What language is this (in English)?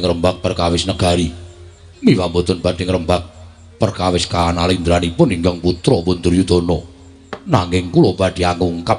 Javanese